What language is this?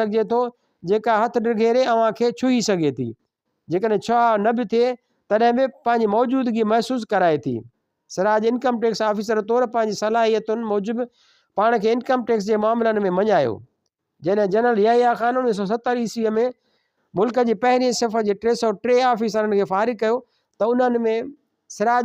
Sindhi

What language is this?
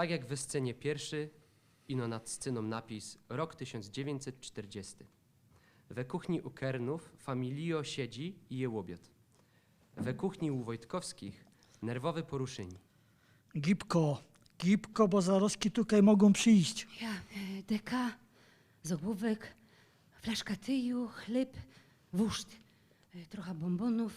Silesian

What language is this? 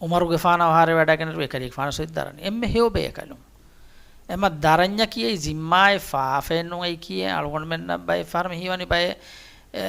Divehi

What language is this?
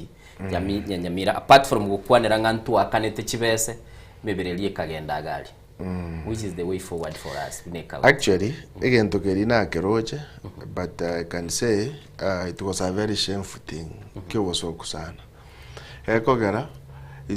Gusii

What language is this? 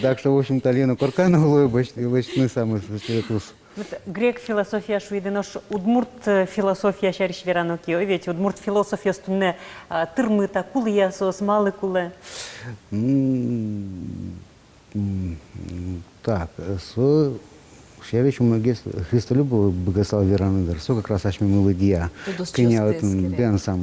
Udmurt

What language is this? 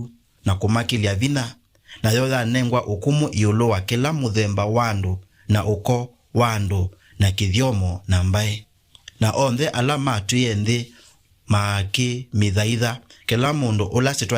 Kamba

